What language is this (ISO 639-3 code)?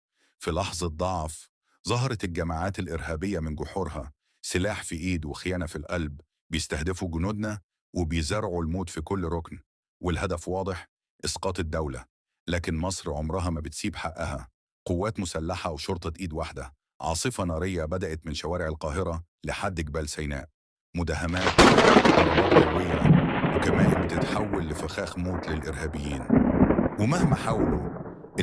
arz